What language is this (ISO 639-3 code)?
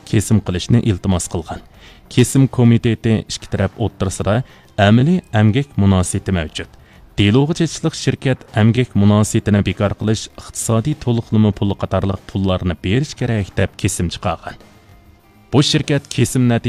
uig